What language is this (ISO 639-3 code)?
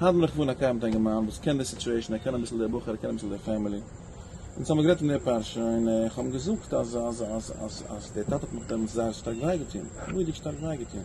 yid